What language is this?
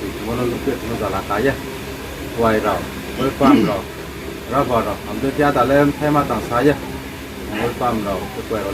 Riang (India)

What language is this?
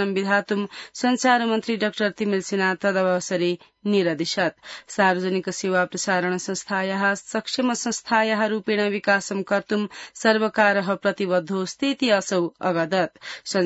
Sanskrit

